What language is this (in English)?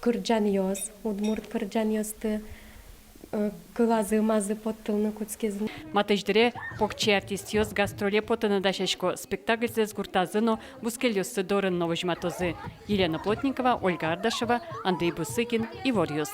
Udmurt